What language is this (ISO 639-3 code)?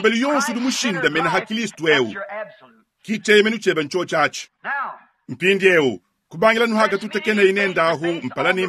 lua